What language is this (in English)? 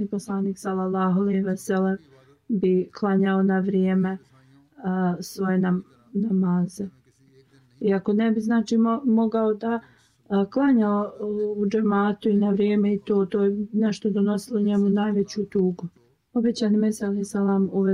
Bosnian